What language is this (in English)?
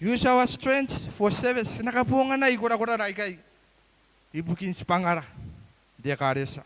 Gilbertese